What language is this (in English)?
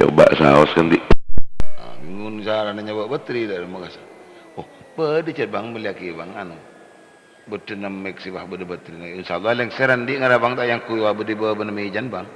Madurese